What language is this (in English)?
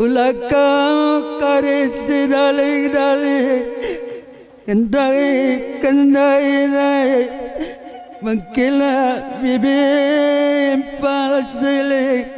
Batak Karo